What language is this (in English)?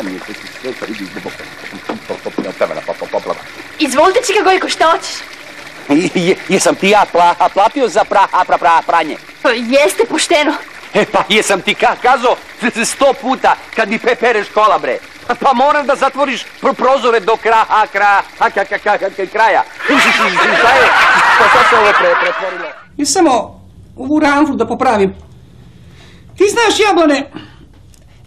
Serbian